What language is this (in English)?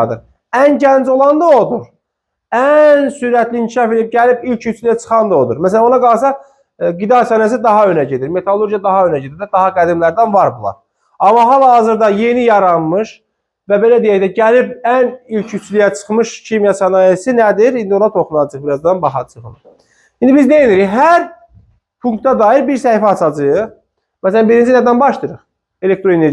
Azerbaijani